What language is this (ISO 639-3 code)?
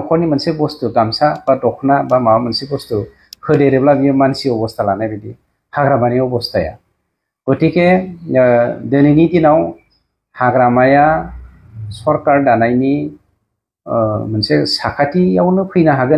brx